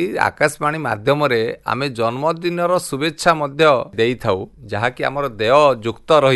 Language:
Odia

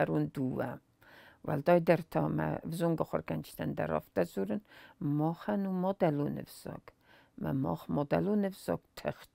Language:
Ossetic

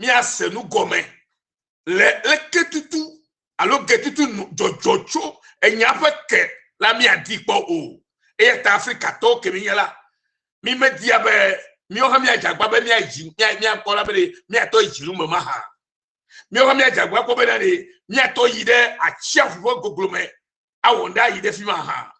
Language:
Ewe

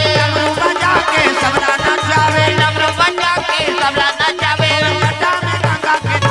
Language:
Chhattisgarhi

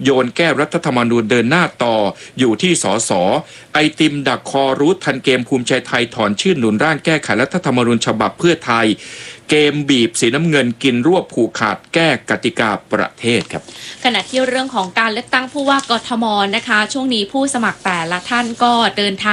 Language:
Thai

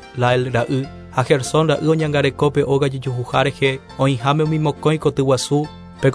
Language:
Guarani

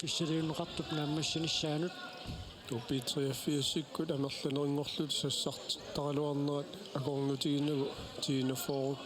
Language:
Kalaallisut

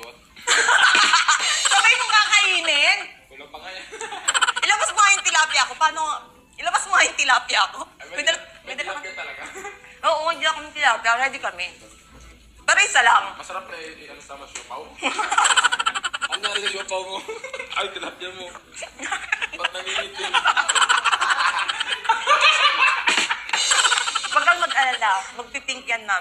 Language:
Filipino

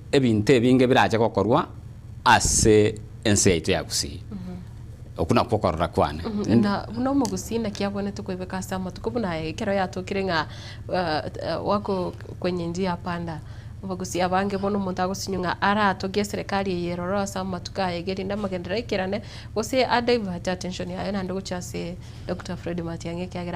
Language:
Gusii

